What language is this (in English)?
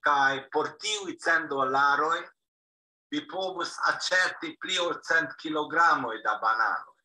Esperanto